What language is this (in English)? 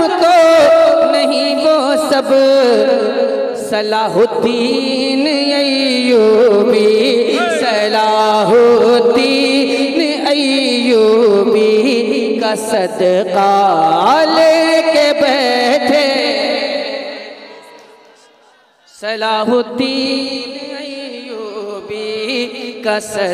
Hindi